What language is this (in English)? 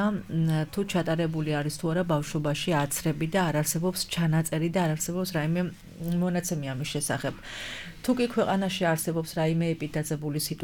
Georgian